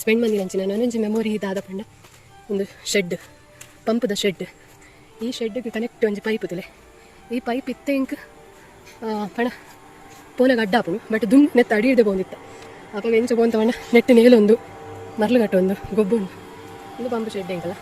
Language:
Tulu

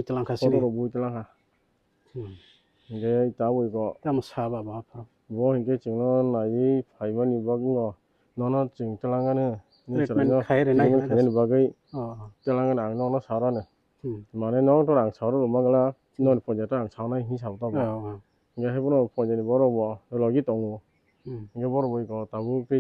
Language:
Kok Borok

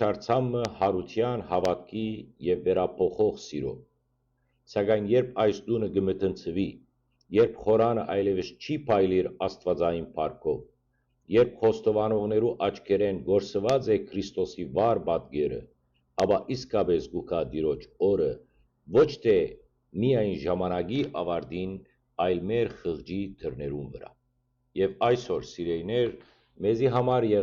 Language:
Western Armenian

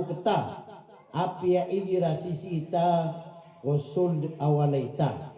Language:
Maranao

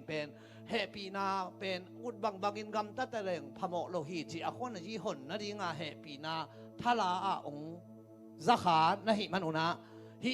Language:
Tedim Chin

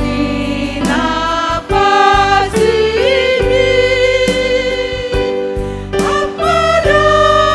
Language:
Batak Simalungun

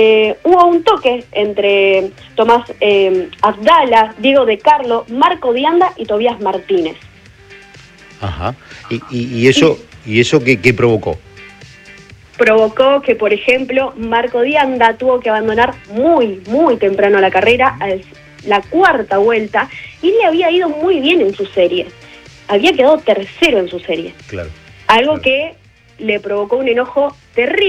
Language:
Spanish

